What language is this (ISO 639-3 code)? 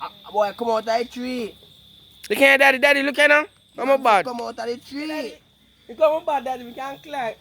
jam